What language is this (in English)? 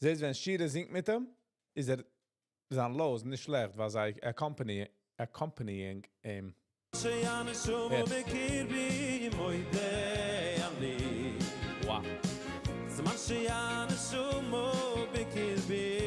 Yiddish